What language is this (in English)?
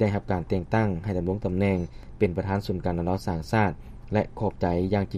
Lao